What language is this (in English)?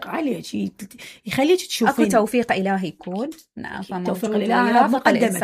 Mesopotamian Arabic